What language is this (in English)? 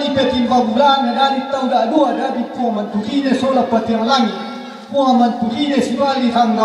Toraja-Sa'dan